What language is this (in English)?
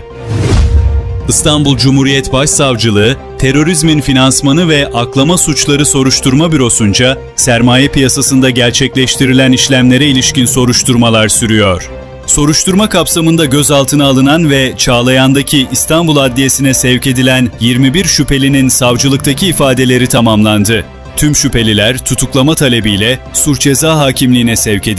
Turkish